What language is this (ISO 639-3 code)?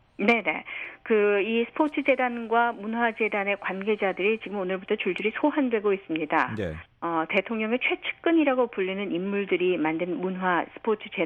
kor